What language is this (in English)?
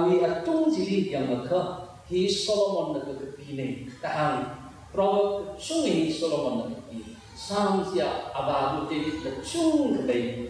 Tangkhul Naga (India)